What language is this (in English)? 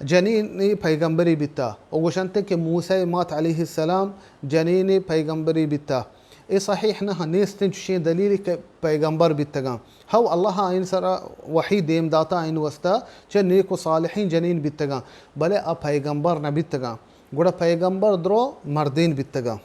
Baluchi